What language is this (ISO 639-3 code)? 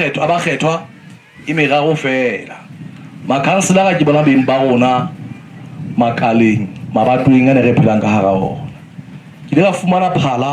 sot